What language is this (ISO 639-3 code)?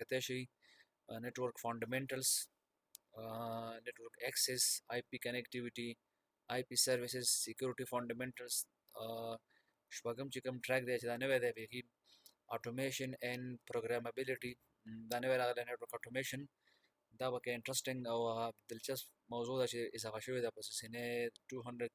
pus